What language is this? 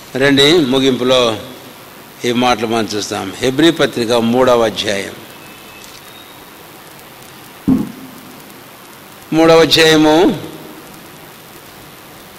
Telugu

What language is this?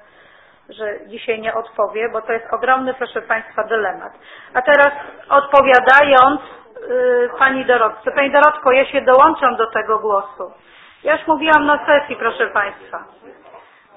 Polish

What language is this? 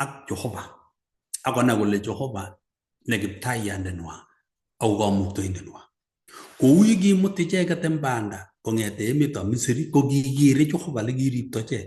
Kalenjin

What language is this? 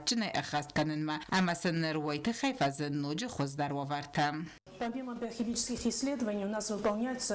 Ossetic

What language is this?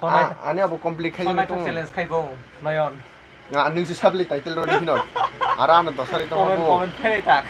Kok Borok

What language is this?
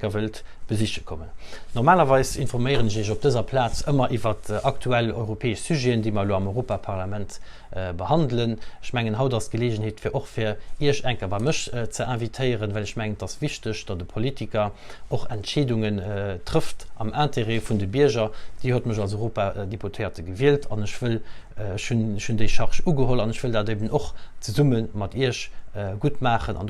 Luxembourgish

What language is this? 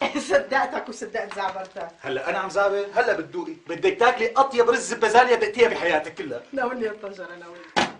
North Levantine Arabic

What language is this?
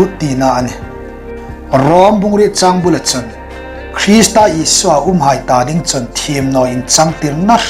Hmar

